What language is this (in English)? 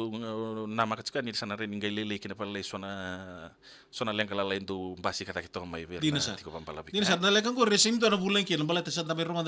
Fijian